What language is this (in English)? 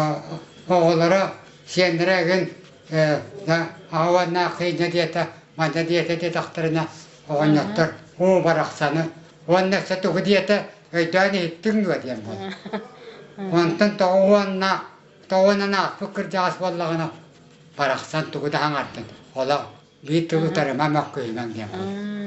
Yakut